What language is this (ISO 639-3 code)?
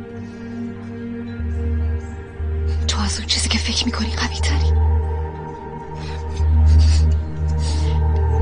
fas